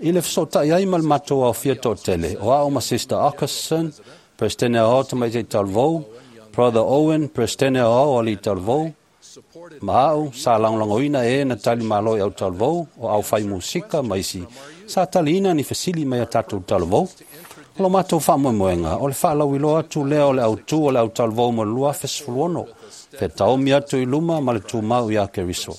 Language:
Samoan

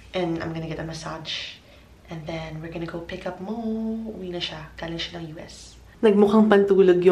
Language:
Filipino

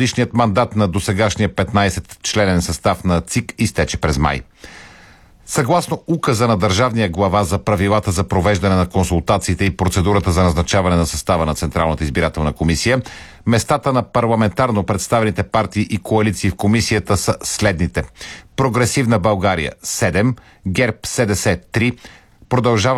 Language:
Bulgarian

